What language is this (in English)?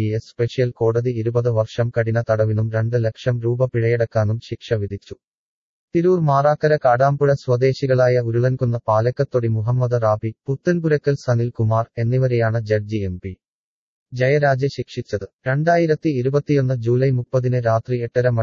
Malayalam